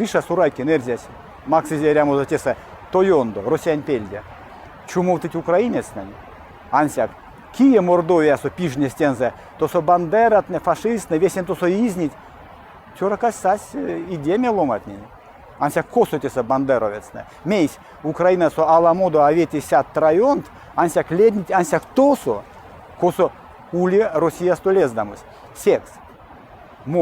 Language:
Erzya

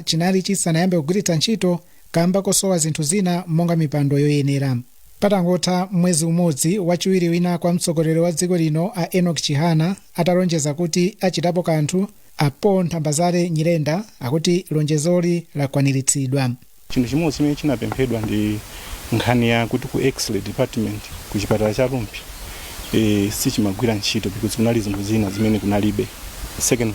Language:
Nyanja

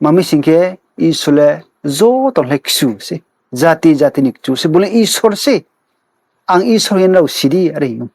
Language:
Riang (India)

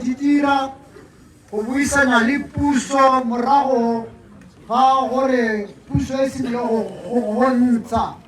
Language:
Tswana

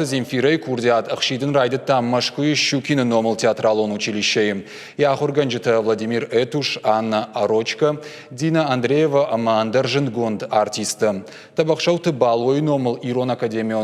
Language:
Ossetic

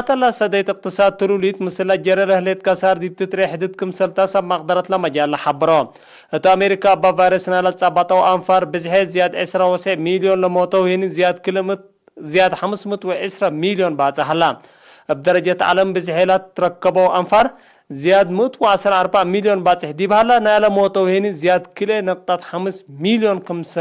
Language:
Tigre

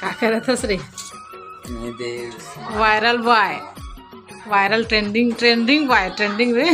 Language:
Chhattisgarhi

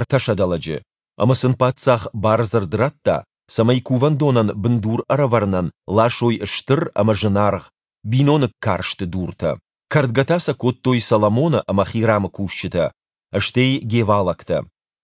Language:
Ossetic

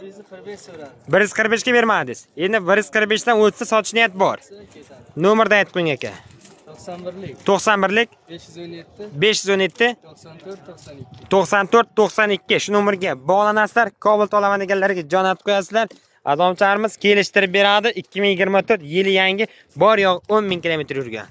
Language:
Uzbek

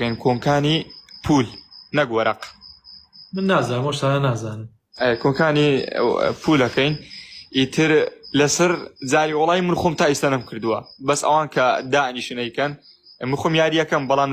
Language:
Central Kurdish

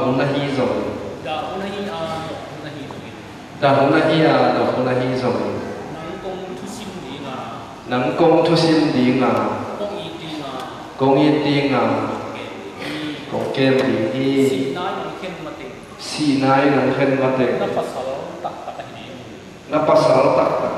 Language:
Tedim Chin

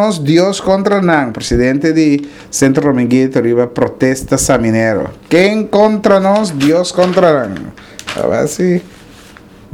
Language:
Papiamento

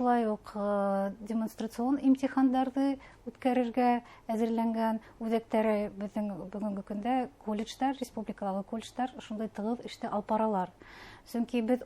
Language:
Bashkir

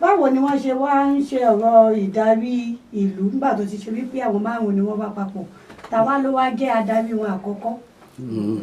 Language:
Yoruba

